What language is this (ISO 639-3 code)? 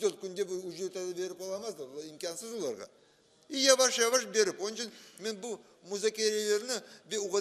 crh